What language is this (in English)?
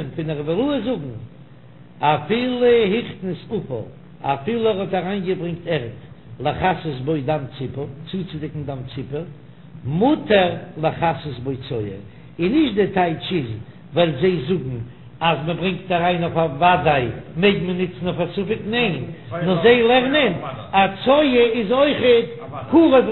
Yiddish